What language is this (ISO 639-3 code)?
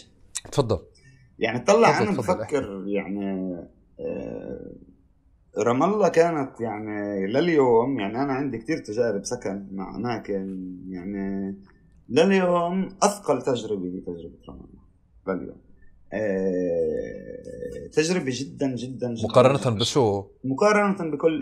apc